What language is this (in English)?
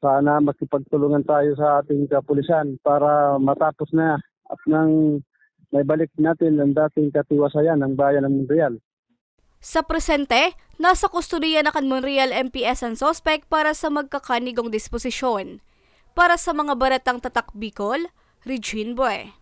Bikol